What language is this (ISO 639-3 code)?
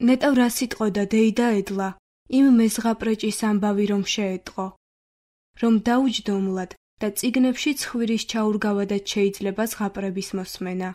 kat